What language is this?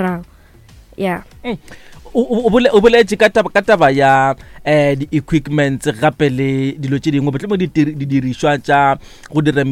Northern Sotho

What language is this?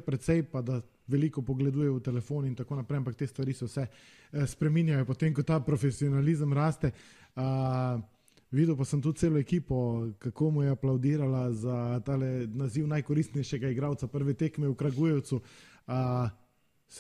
Slovenian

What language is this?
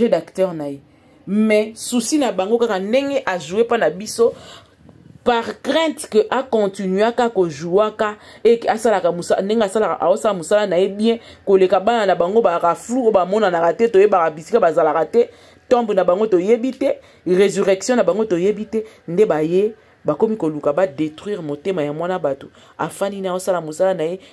Lingala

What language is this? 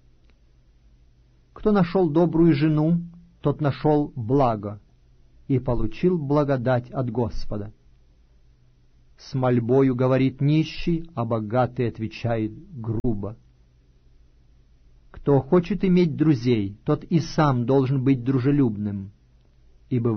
Russian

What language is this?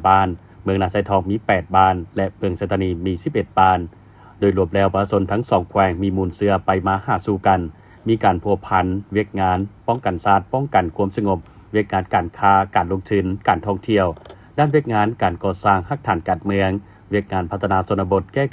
Lao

